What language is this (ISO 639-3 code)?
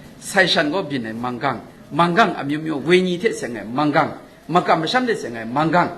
kac